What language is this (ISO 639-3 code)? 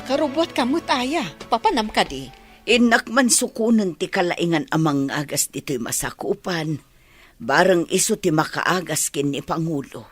ilo